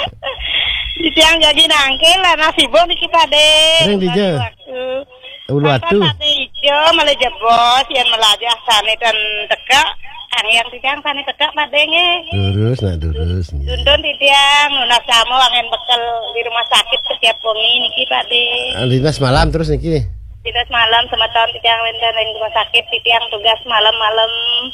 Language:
Balinese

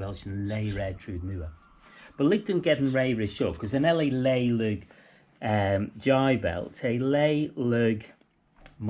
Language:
Manx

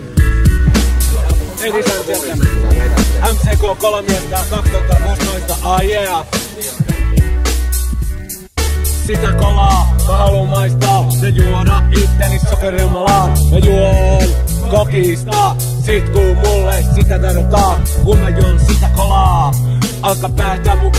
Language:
Finnish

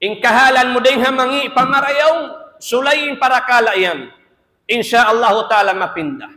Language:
Tausug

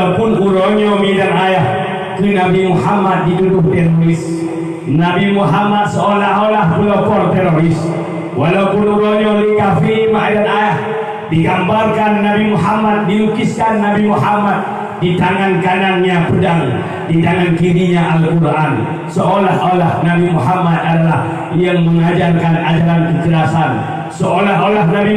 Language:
Achinese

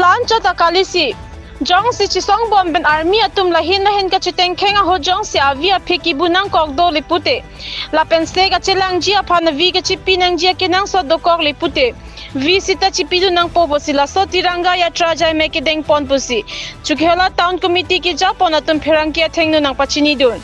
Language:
Karbi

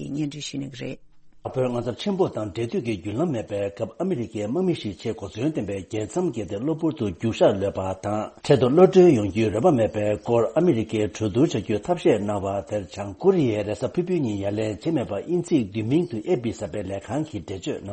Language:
Tibetan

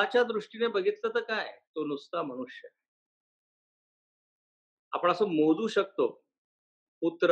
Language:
Marathi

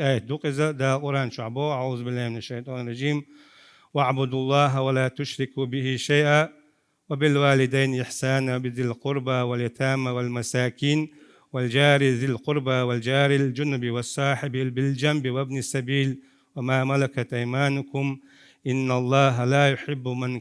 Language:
Chechen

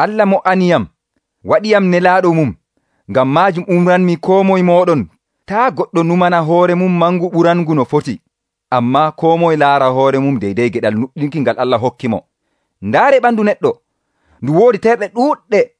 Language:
Nigerian Fulfulde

